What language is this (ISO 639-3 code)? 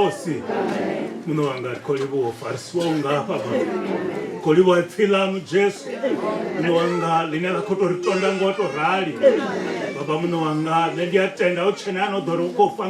ven